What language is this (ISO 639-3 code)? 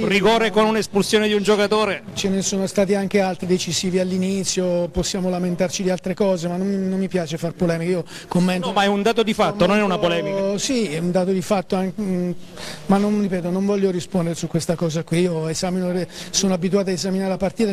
ita